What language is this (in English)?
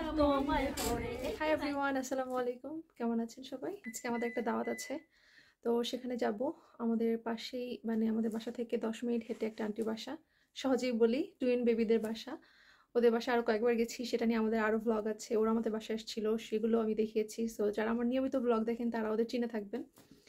Bangla